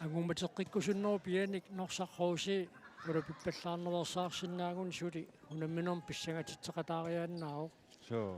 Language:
Kalaallisut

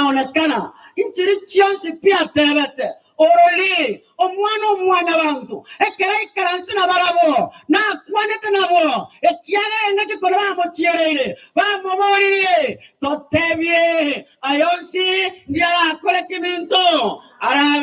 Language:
Gusii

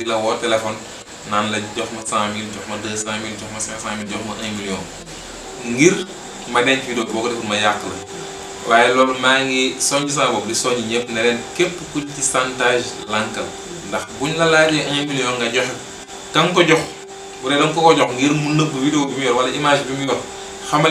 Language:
Wolof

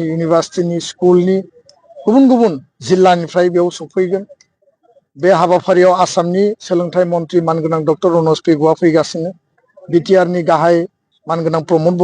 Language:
Bodo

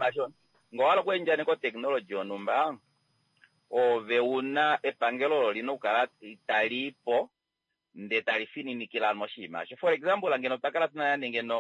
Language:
Kuanyama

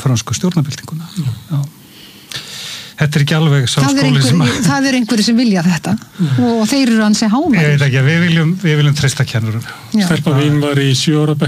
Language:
Icelandic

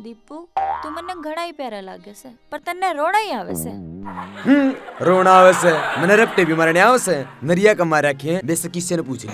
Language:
Haryanvi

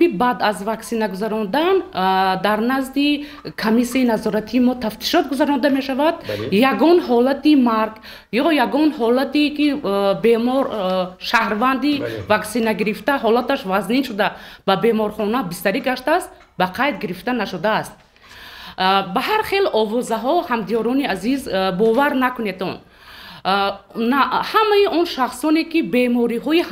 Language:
Tajik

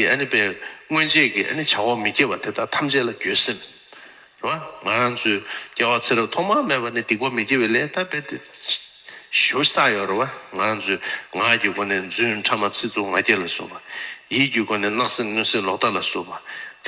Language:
Tibetan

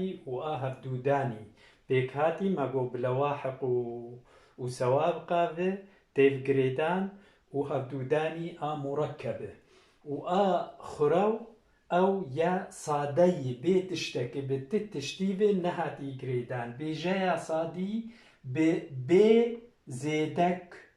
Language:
Kurdish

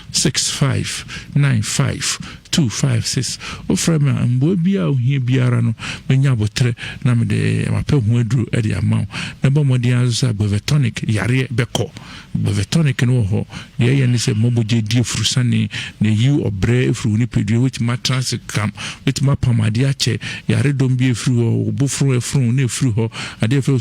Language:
Akan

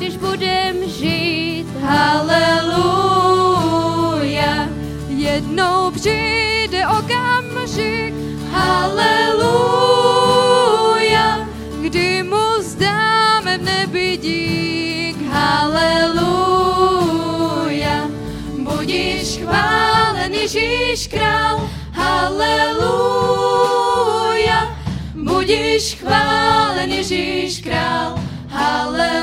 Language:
Czech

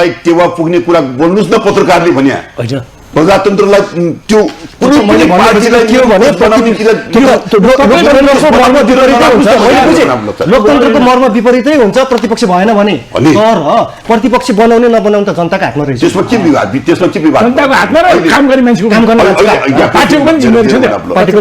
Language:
Nepali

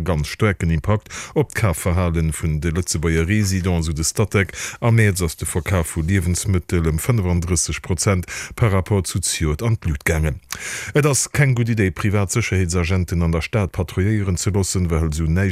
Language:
Luxembourgish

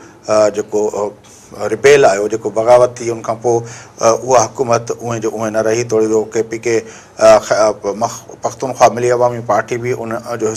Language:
Sindhi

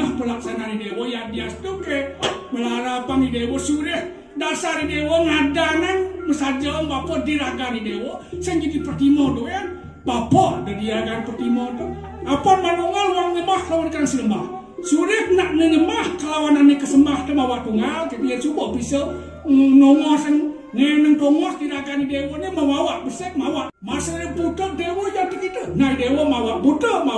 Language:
Balinese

